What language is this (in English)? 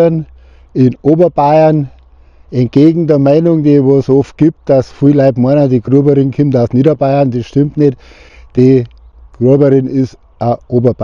Bavarian